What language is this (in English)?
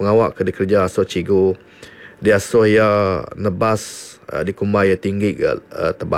Iban